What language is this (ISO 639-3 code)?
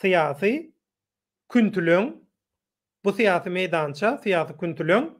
tuk